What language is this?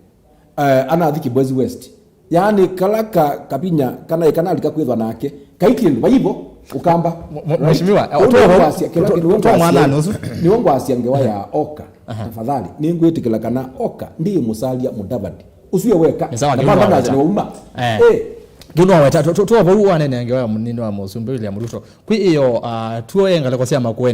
Kamba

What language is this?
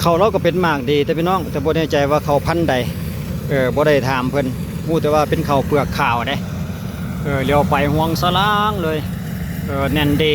Lao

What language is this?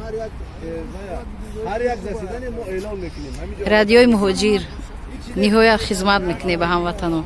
Tajik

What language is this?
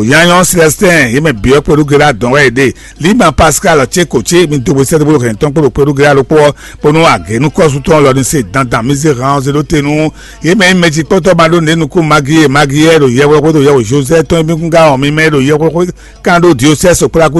Fon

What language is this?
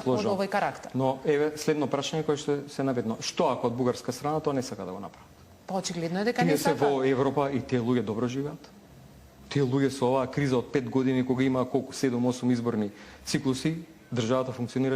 Macedonian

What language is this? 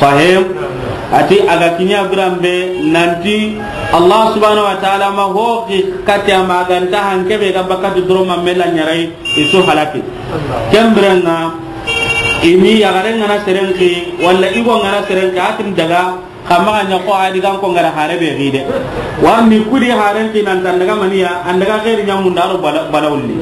Soninke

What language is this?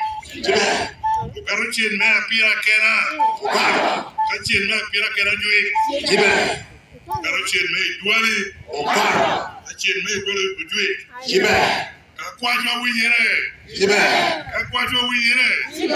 Lango (Uganda)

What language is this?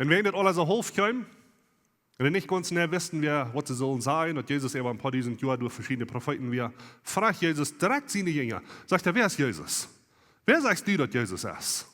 Plautdietsch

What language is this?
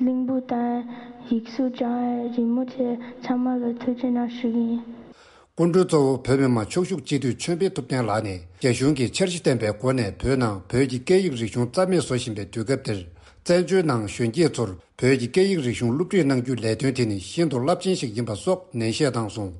Tibetan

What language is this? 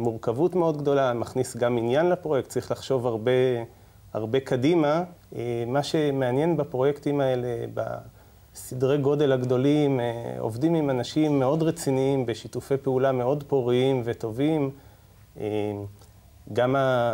Hebrew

